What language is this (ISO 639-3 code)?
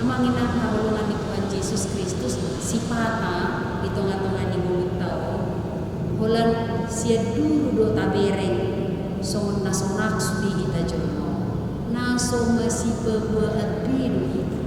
bbc